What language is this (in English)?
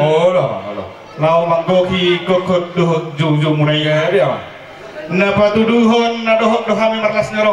Batak Toba